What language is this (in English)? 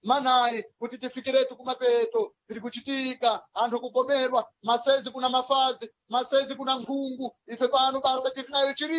Sena